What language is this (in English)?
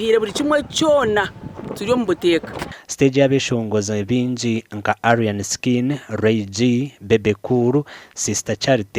Nyankole